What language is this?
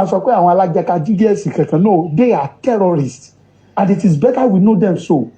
Yoruba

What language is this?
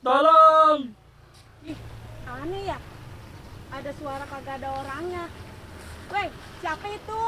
Betawi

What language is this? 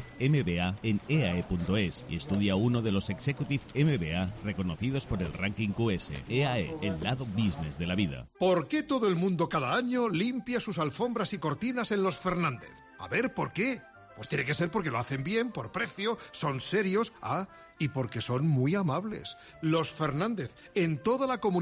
Spanish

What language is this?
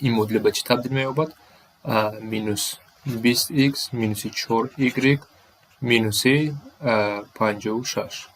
Tajik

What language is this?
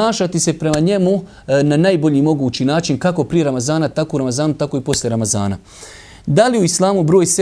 Bosnian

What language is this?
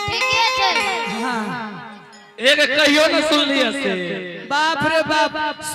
Angika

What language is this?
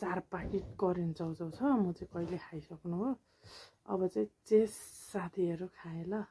Nepali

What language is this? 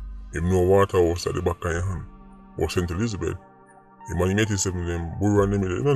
Jamaican Creole English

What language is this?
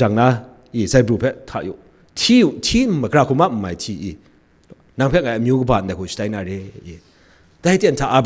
Kachin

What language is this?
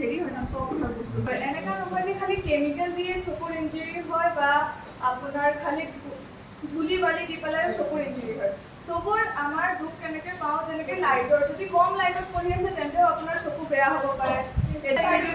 Assamese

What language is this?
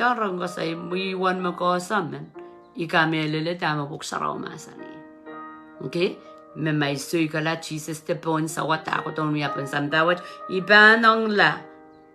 Pohnpeian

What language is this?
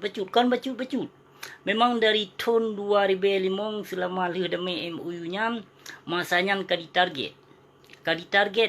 Achinese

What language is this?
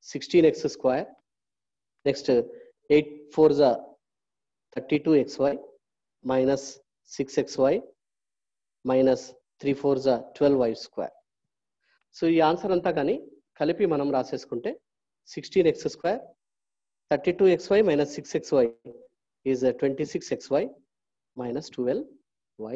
Telugu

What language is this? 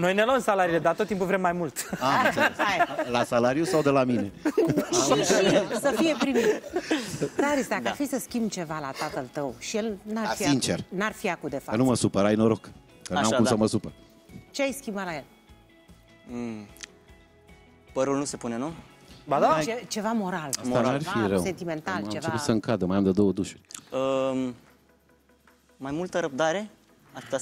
Romanian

